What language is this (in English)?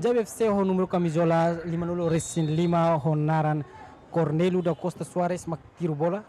Tetum